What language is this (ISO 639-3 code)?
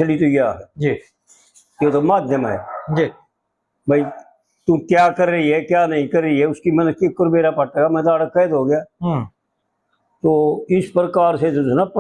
bgc